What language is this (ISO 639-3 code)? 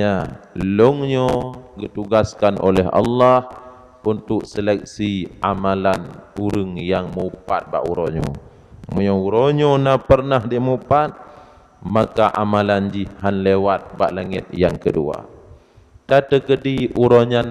ace